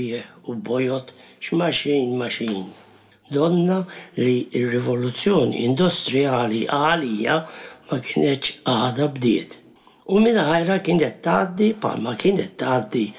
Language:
Maltese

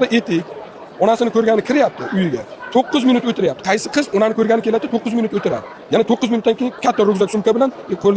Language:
Uzbek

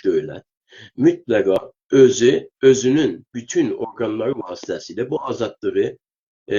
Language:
South Azerbaijani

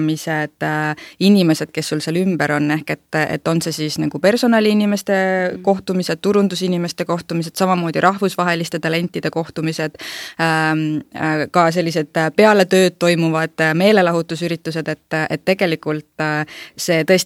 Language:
Estonian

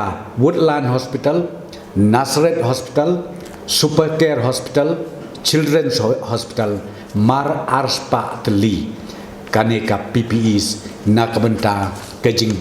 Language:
Khasi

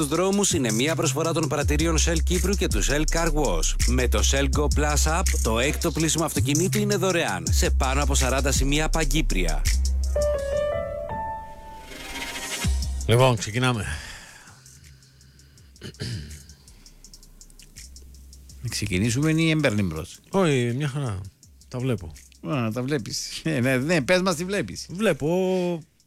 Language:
Greek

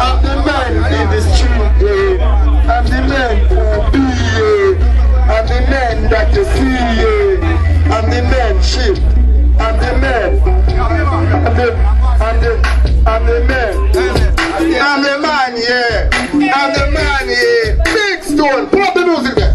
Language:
Jamaican Creole English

